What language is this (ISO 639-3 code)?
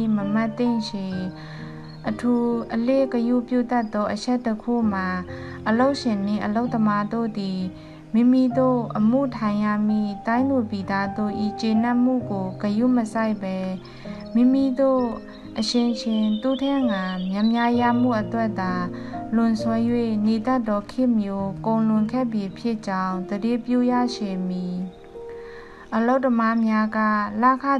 mya